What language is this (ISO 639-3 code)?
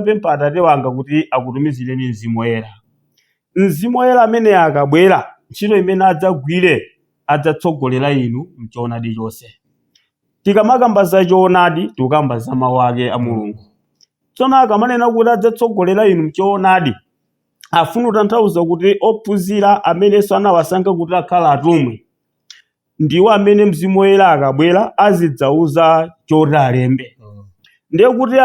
nya